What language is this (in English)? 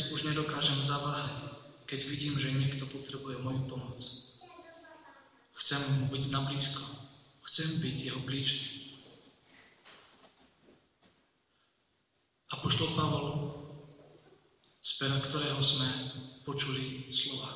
Slovak